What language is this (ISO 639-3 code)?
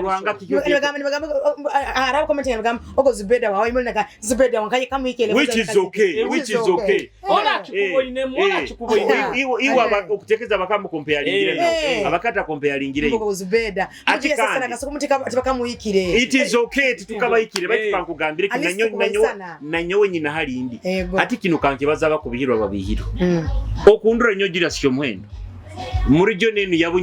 nyo